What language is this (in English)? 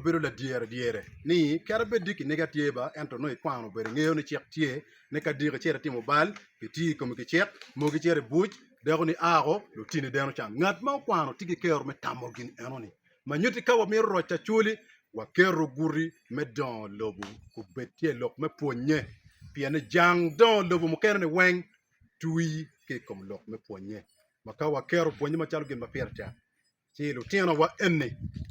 Acoli